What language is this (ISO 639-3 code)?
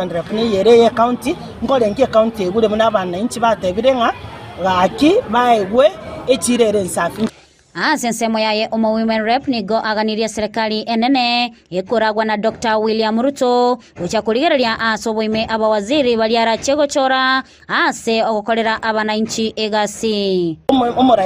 guz